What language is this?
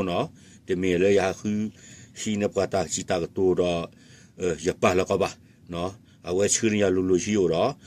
S'gaw Karen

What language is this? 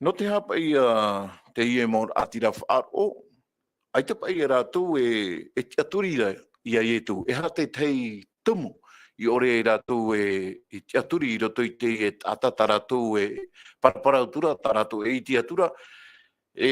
Tahitian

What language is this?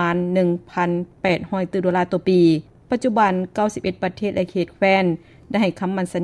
Lao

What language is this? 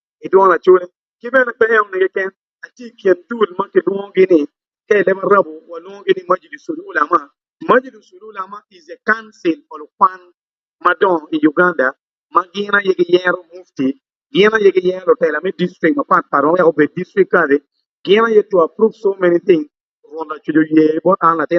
Acoli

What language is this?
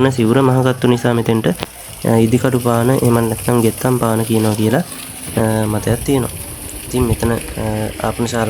Sinhala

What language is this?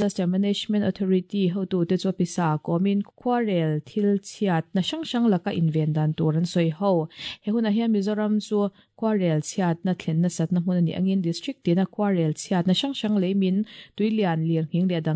Mizo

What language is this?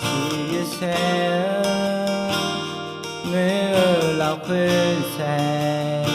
Akha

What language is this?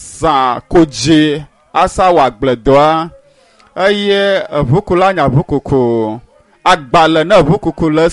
Ewe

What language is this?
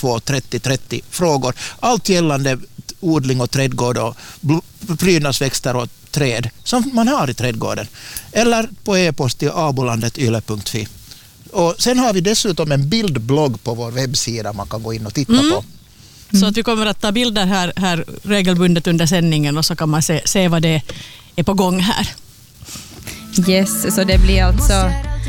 Swedish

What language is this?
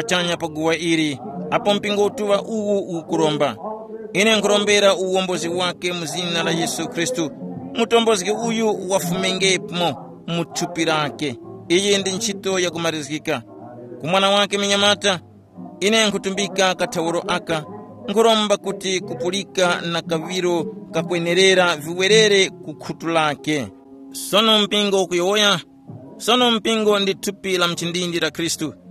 Tumbuka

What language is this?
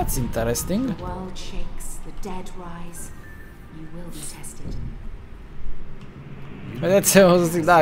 Romanian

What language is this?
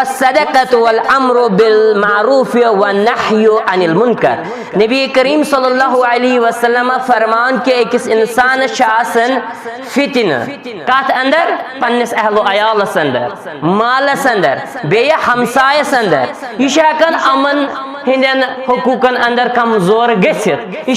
Kashmiri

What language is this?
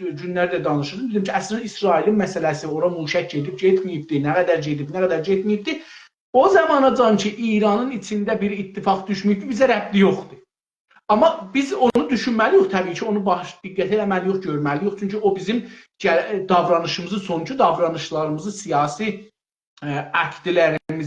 South Azerbaijani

